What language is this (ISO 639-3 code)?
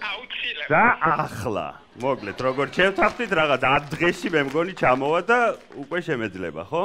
kat